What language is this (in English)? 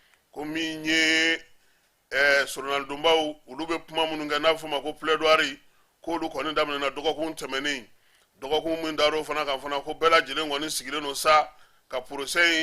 Bambara